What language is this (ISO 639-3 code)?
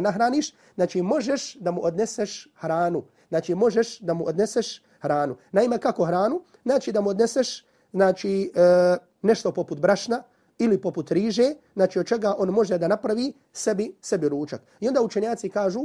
bos